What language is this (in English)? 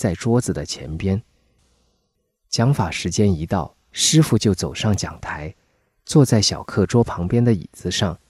Chinese